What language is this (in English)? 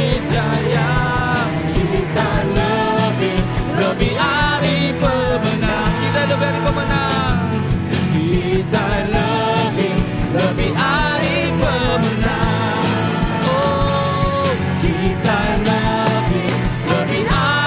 Iban